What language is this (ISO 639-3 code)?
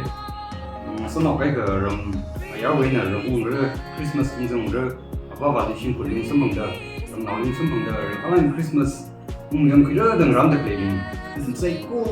nmf